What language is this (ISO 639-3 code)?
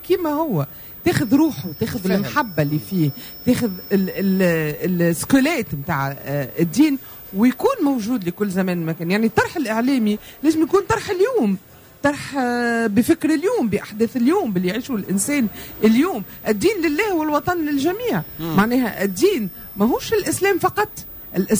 aeb